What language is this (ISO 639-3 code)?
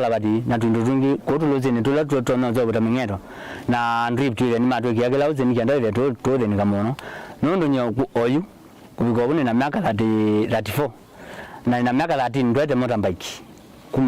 kam